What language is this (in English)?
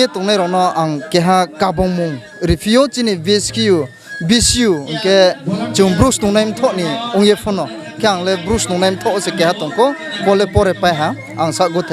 Riang (India)